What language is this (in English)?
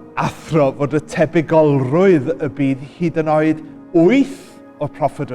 Welsh